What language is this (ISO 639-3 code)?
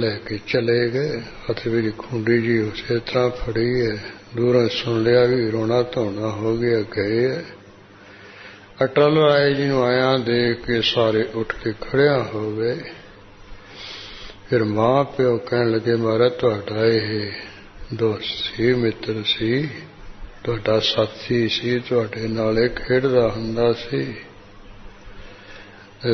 pan